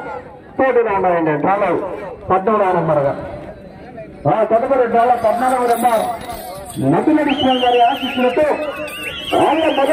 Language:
Telugu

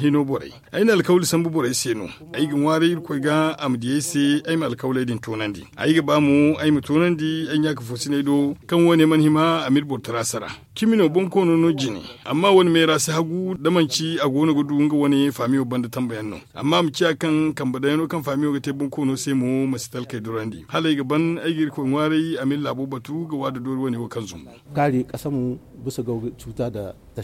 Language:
Zarma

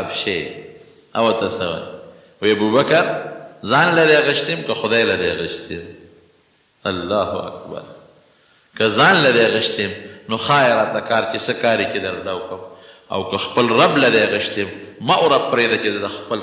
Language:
Pashto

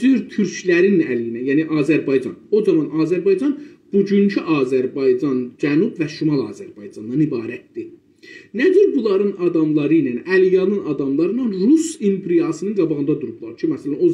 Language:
South Azerbaijani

